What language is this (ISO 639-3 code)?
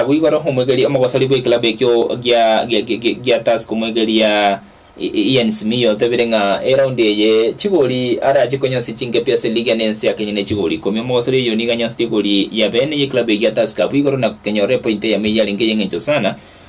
guz